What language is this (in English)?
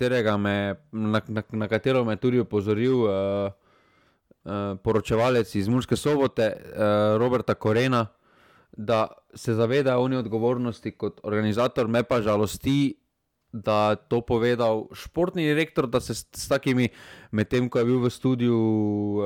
Slovenian